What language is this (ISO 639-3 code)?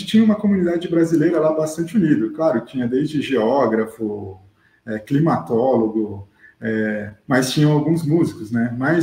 por